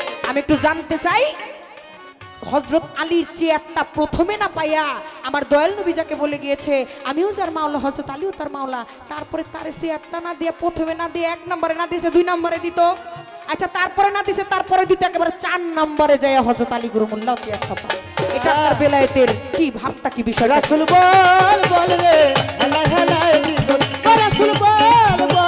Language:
Bangla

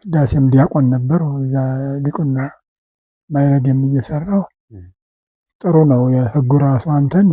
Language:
Amharic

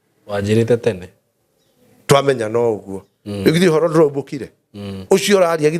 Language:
Kikuyu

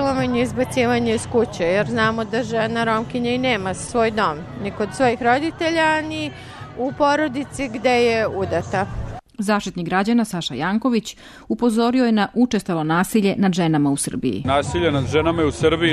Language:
Serbian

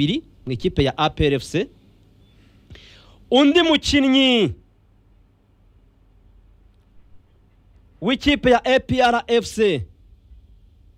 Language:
Kinyarwanda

